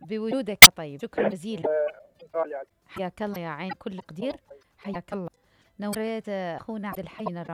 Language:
Mesopotamian Arabic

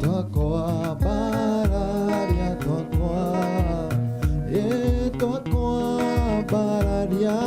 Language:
Kikuyu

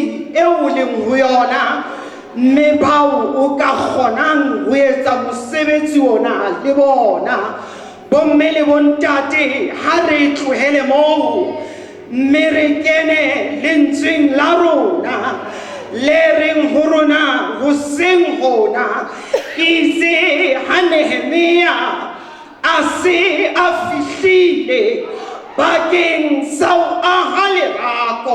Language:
Southern Sotho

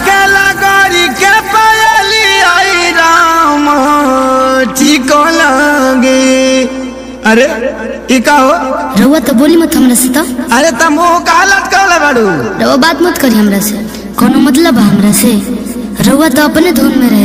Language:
Bhojpuri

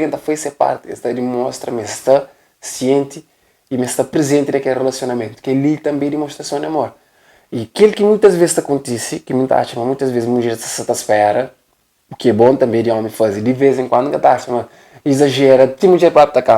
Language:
Kabuverdianu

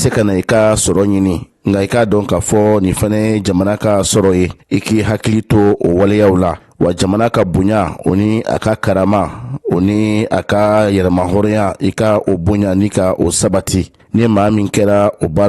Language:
Bambara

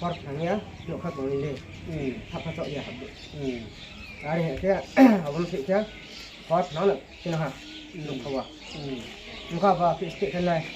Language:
Riang (India)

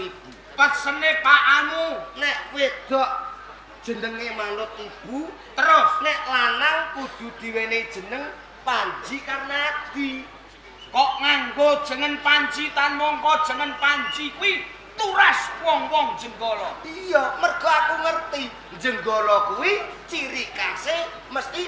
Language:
Javanese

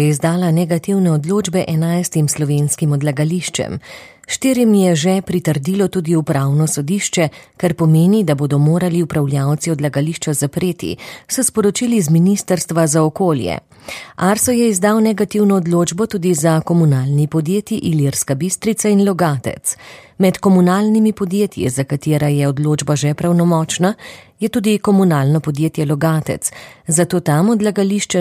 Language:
Slovenian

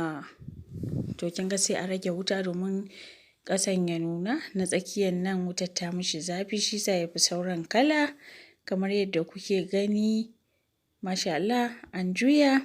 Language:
Hausa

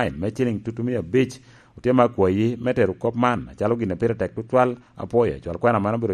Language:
Lango (Uganda)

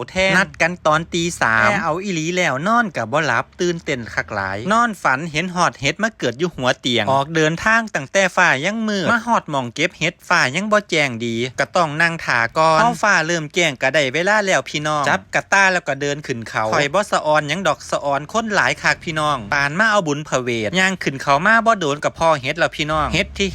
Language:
Lao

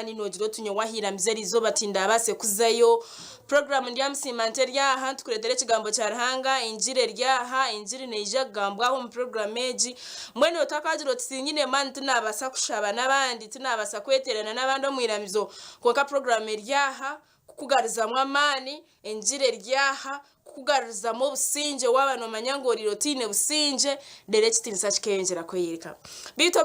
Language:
Nyankole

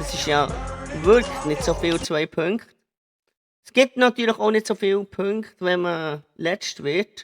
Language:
Swiss German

